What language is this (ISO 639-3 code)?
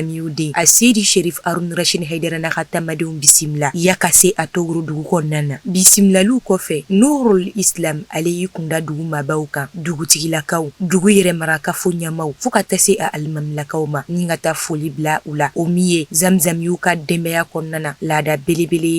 bam